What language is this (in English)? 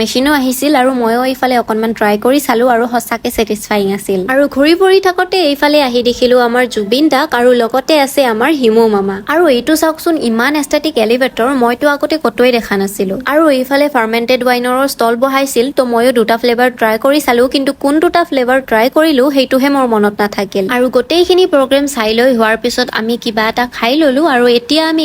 Assamese